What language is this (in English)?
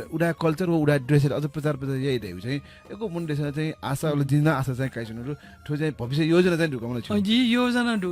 Newari